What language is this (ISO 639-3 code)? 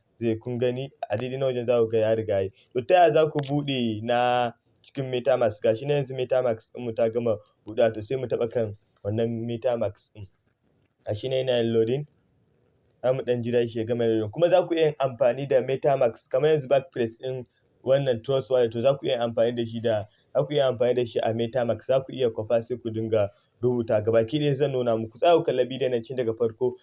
hau